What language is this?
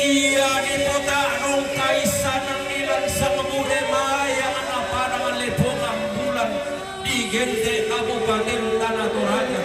Toraja-Sa'dan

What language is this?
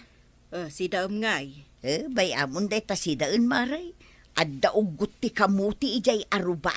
Iloko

